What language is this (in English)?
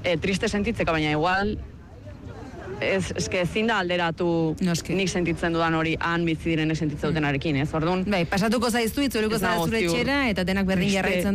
Basque